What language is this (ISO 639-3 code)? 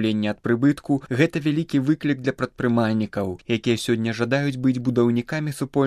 bel